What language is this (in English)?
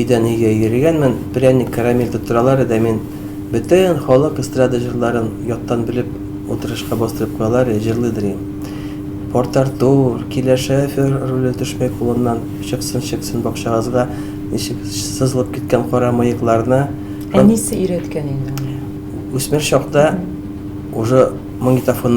Tatar